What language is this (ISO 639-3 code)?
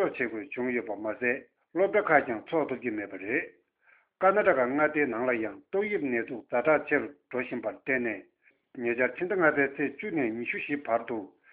bod